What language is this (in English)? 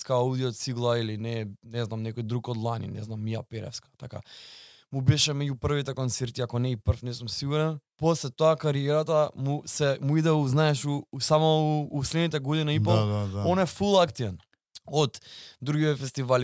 Macedonian